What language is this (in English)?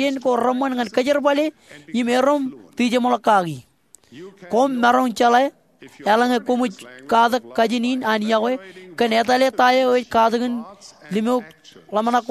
Marshallese